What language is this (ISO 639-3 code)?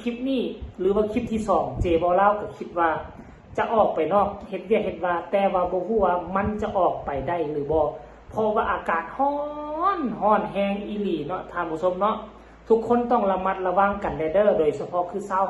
lao